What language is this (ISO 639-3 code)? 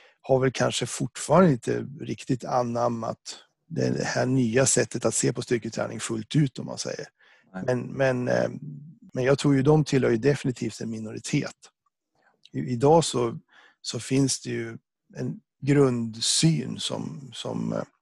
swe